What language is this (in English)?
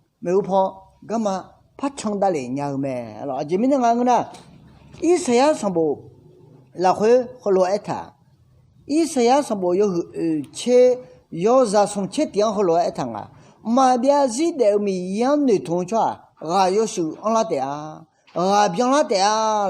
Akha